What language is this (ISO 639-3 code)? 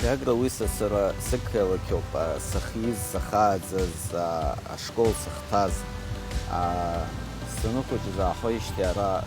abk